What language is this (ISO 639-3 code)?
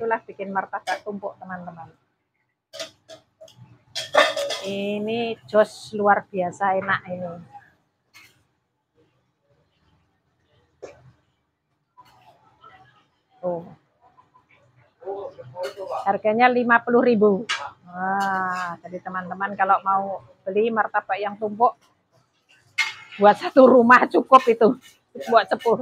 ind